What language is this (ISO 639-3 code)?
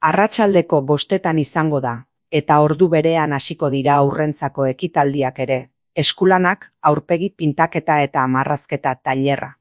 eus